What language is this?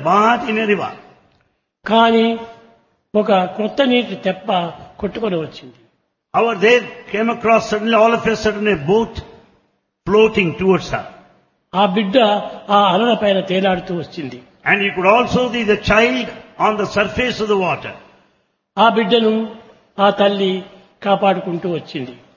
Telugu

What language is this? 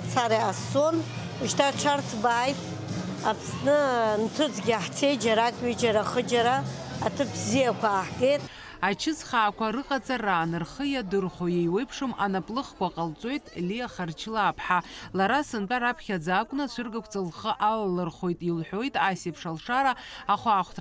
Abkhazian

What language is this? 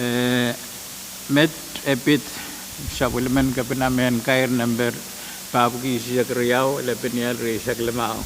Pohnpeian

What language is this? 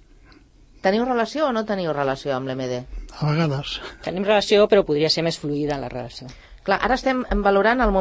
Catalan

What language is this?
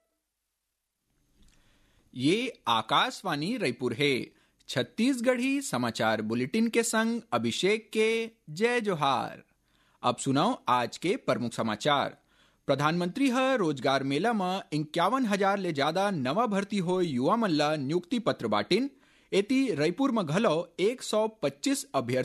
Chhattisgarhi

